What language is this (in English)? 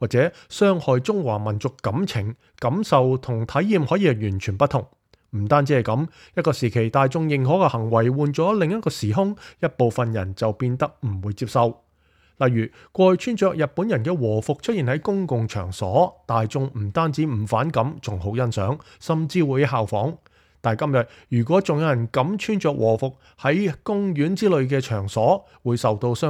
Cantonese